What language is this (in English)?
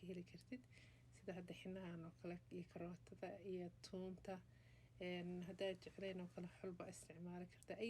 Somali